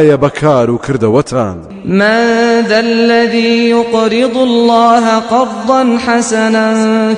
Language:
Central Kurdish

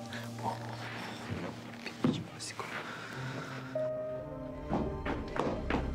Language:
Persian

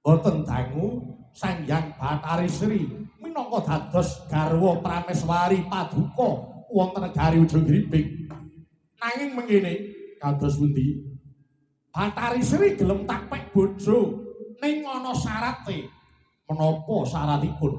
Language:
Javanese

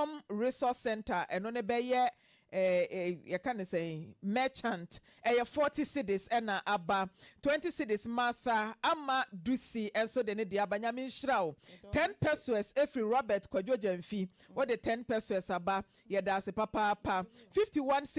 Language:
Akan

